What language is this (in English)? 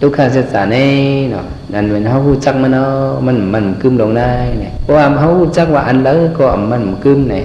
Shan